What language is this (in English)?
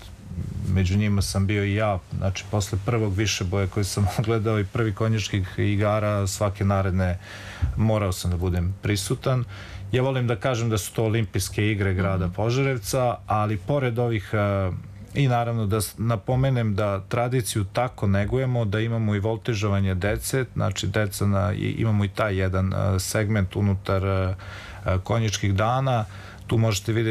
Serbian